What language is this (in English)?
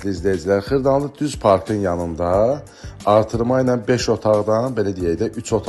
Azerbaijani